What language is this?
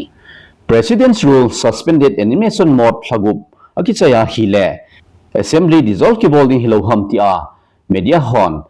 Thado Chin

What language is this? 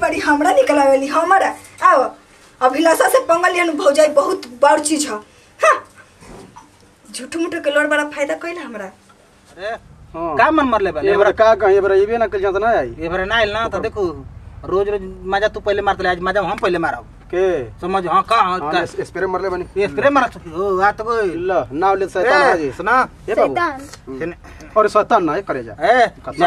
Bhojpuri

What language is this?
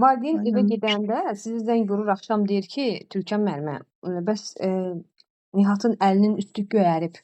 Azerbaijani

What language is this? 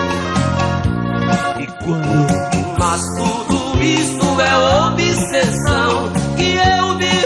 Portuguese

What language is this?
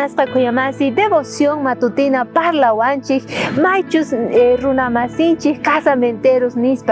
South Bolivian Quechua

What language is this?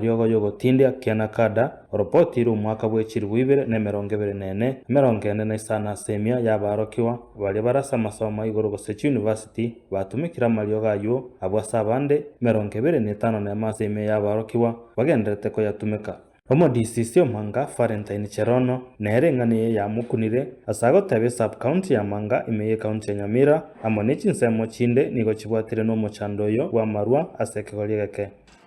Gusii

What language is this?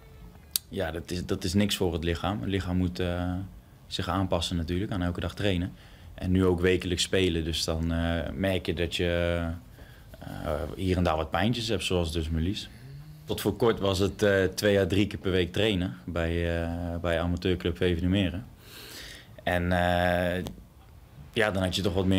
Dutch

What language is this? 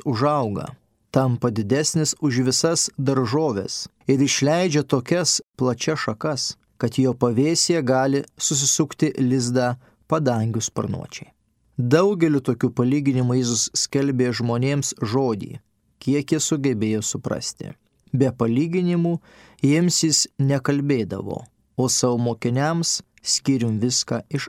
Lithuanian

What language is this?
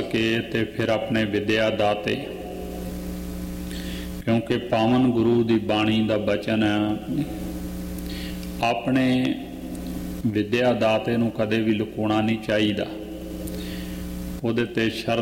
Punjabi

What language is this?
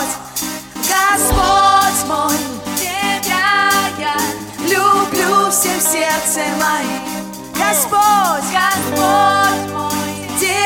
Russian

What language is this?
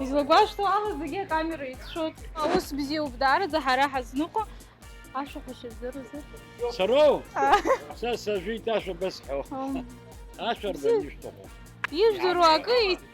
Abkhazian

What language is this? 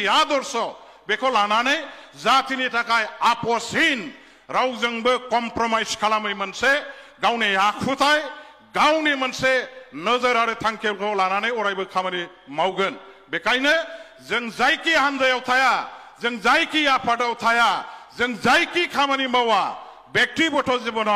Bodo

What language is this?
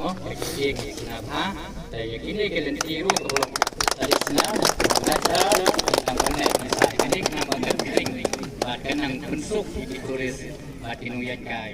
Khasi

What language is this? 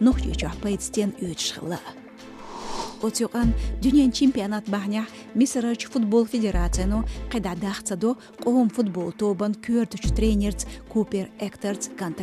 Chechen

